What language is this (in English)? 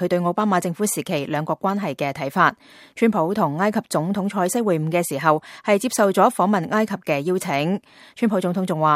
Cantonese